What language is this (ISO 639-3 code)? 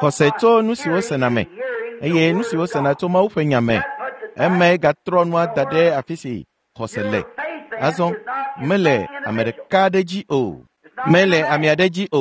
ewe